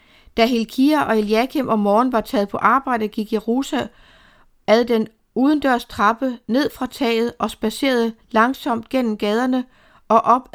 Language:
Danish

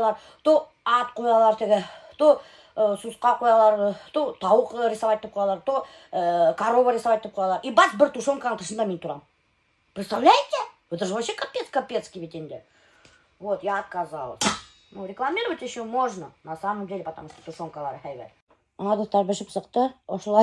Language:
Bashkir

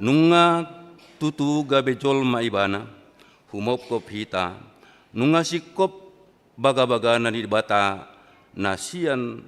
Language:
Batak Toba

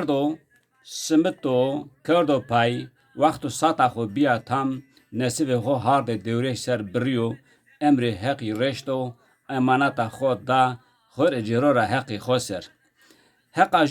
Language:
Zaza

